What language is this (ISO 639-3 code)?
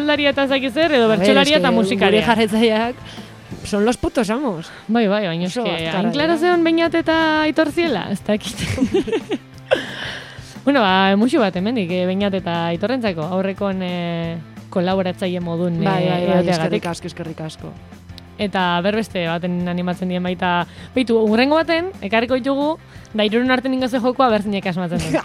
eus